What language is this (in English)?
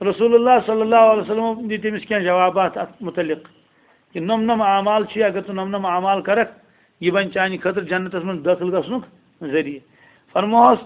Kashmiri